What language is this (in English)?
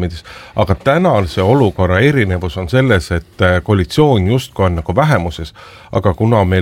Estonian